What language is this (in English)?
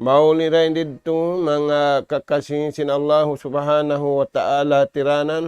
Tausug